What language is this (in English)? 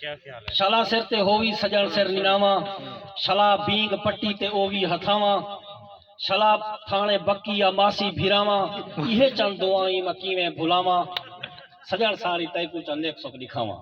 Saraiki